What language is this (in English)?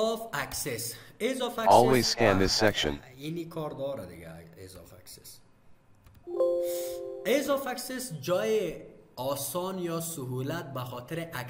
Persian